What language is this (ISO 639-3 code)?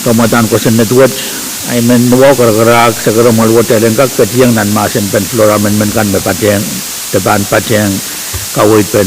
pon